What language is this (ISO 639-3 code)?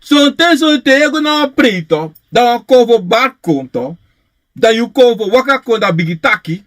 srn